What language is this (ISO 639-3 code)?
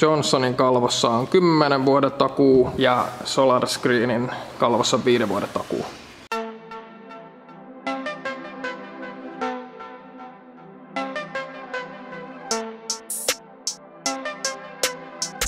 fin